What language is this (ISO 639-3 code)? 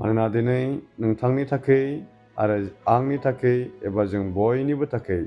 brx